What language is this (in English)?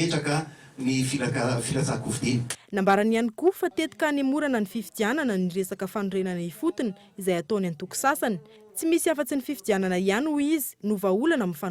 Malagasy